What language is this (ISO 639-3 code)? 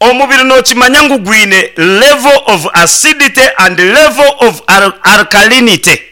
nyn